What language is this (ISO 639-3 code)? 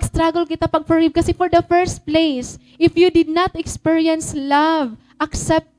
war